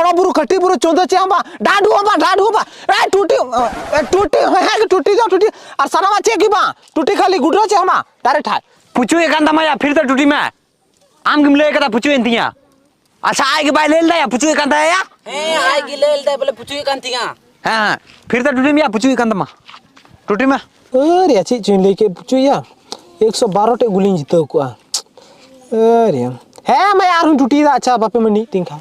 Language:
Santali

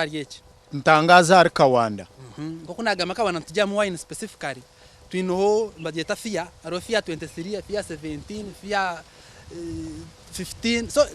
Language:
Nyankole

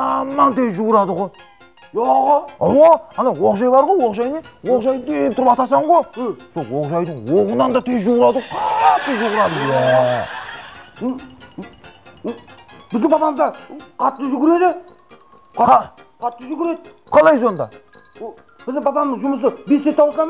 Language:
Kara-Kalpak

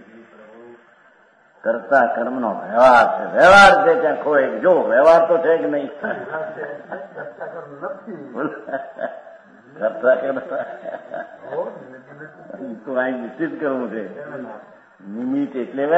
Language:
Gujarati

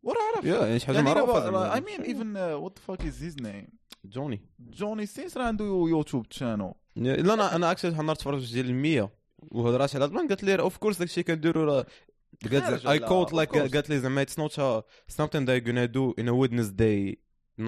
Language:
Moroccan Arabic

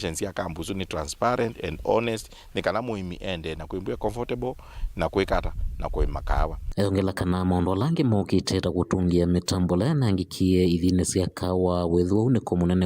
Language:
Kamba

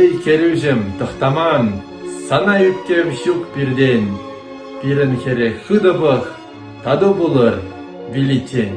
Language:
Chuvash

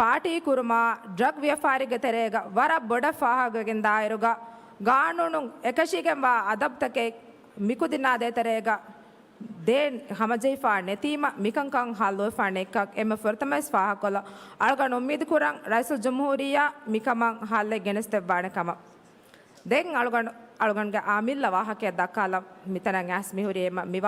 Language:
Divehi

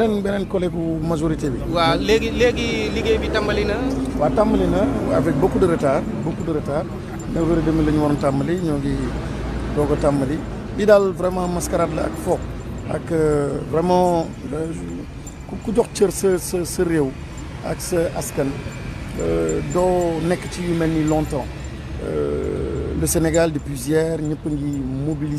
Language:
Wolof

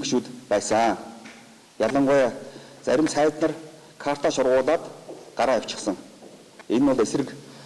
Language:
Mongolian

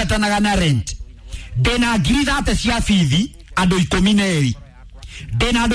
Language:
Kikuyu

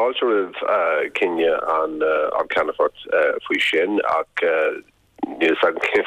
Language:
Irish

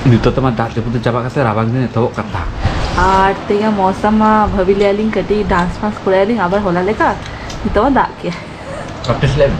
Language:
Santali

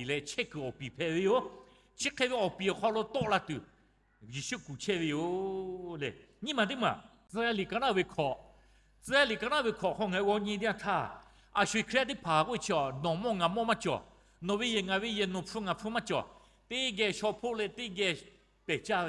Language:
Lahu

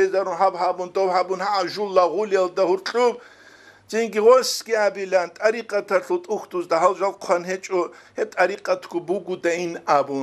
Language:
Avaric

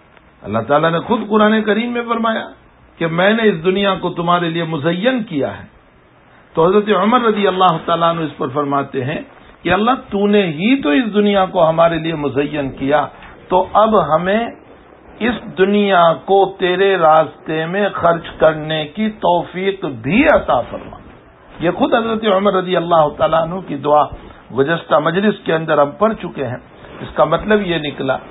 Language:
Urdu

